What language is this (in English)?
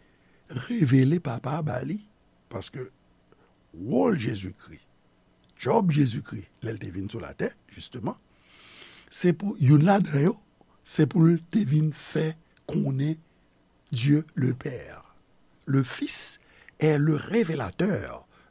Haitian Creole